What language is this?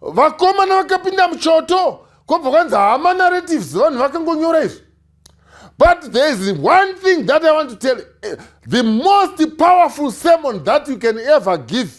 Shona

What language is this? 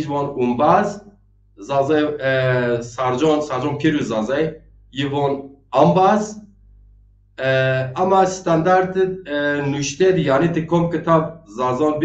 Zaza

